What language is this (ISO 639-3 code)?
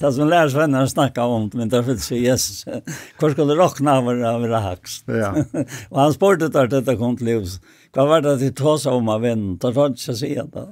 fao